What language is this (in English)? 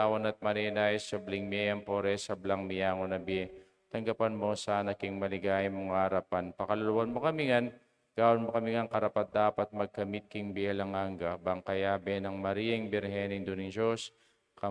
Pampanga